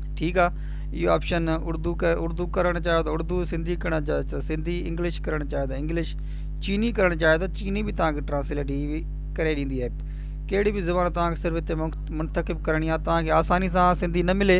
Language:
Sindhi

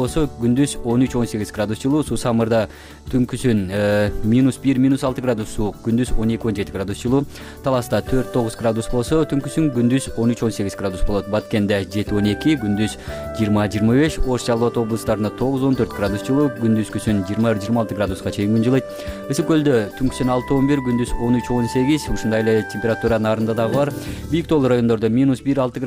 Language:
Kyrgyz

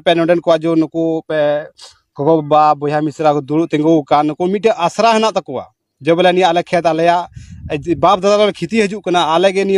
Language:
Santali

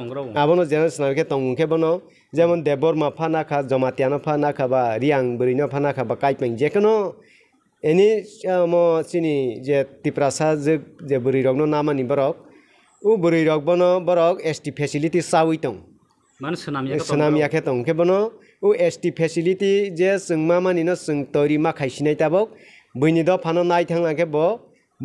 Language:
Kok Borok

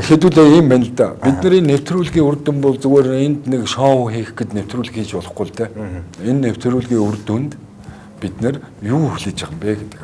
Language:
Mongolian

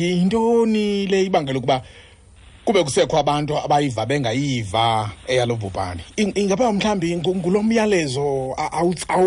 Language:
Xhosa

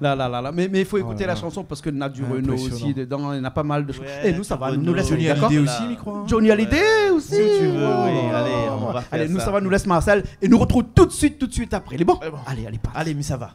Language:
Réunion Creole French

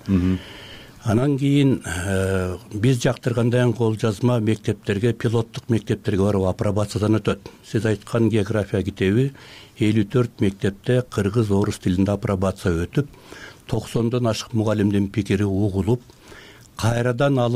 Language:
Kyrgyz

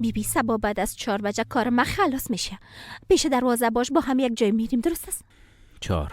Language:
Persian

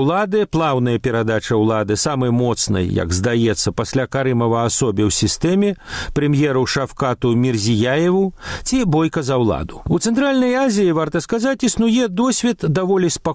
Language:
Belarusian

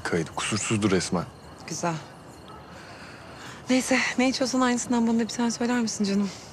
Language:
Turkish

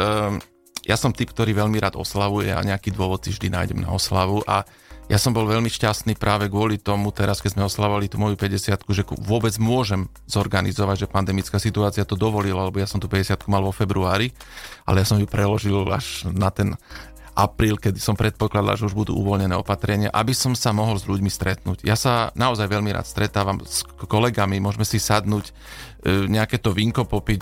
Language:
Slovak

